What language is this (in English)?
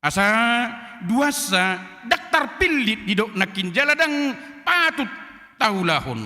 Batak Toba